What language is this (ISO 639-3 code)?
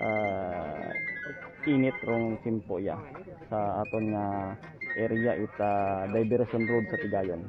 hil